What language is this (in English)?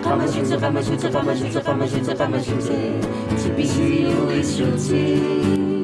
Kalaallisut